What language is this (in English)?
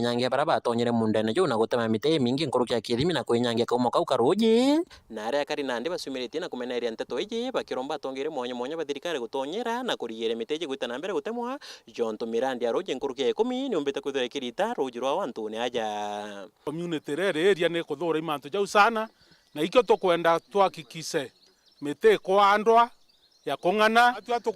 Meru